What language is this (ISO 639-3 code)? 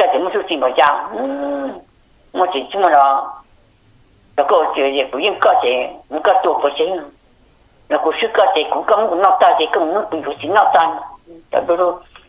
vie